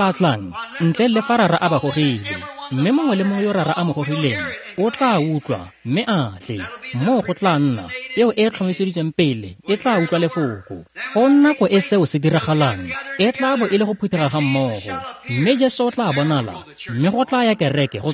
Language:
Tswana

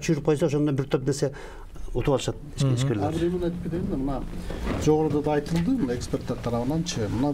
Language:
Kyrgyz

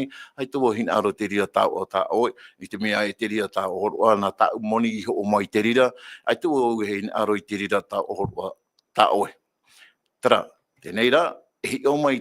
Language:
Tahitian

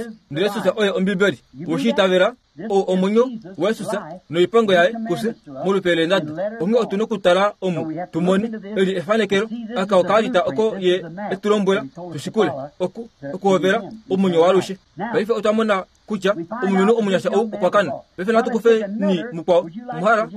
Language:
Kuanyama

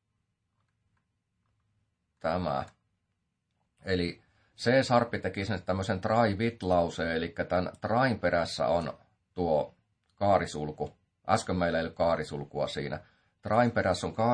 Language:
Finnish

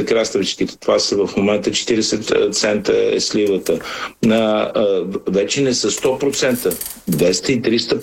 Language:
Bulgarian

